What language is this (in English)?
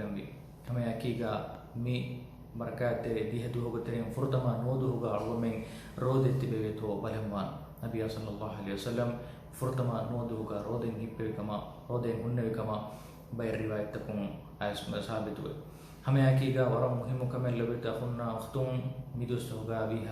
Divehi